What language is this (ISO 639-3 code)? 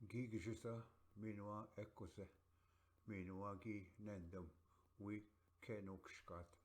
oji